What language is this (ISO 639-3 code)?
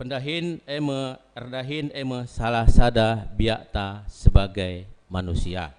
btx